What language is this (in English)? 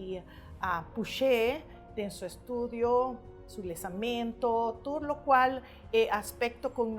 Papiamento